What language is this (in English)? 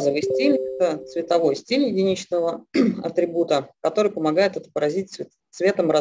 Russian